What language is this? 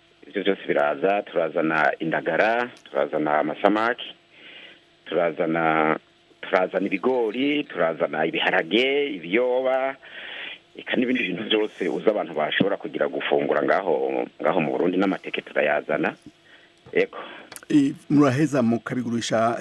Rundi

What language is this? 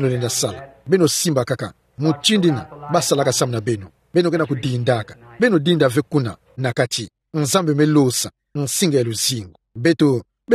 Kituba (Democratic Republic of Congo)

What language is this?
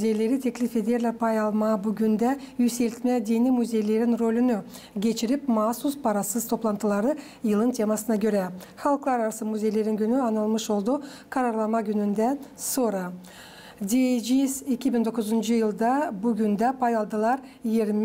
Gagauz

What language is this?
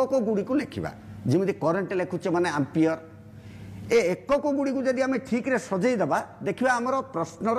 Odia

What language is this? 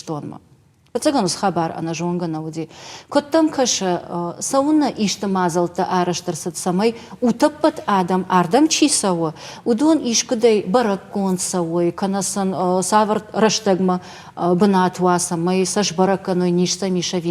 Ossetic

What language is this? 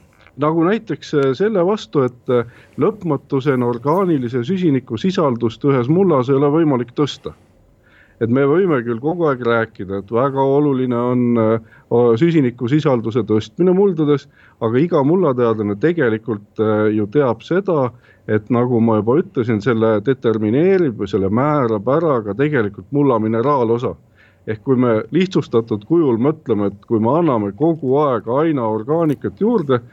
Estonian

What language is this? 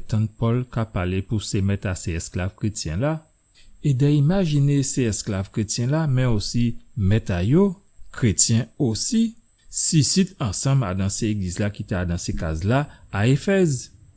Guadeloupean Creole French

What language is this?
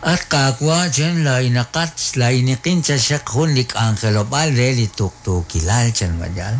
Kekchí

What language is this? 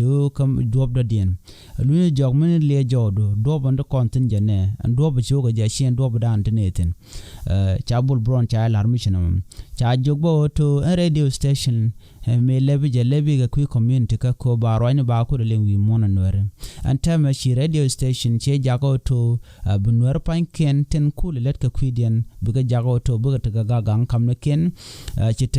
Nuer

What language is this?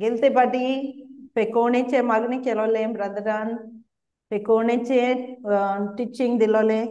Konkani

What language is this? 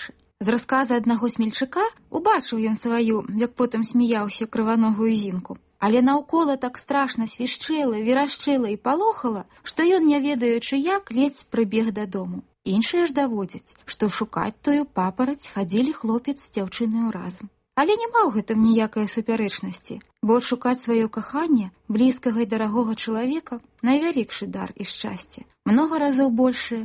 Belarusian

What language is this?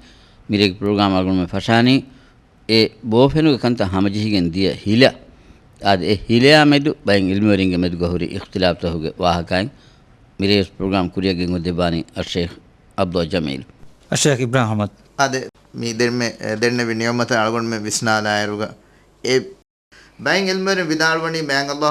Divehi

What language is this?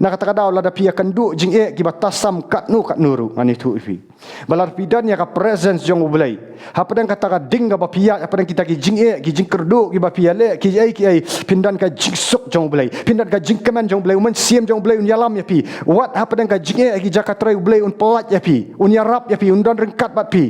Khasi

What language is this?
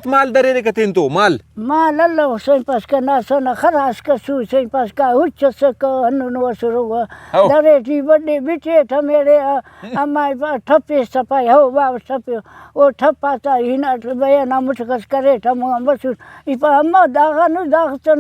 Brahui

